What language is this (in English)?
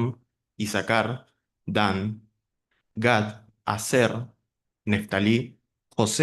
Guarani